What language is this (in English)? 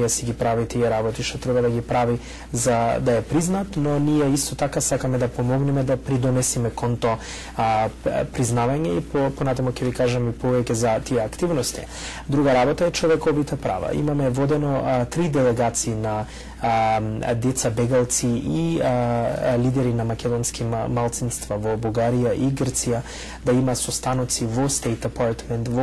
Macedonian